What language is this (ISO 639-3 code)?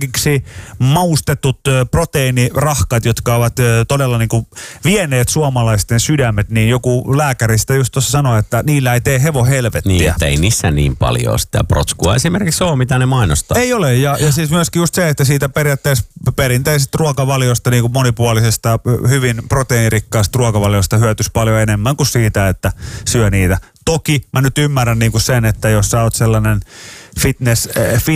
fin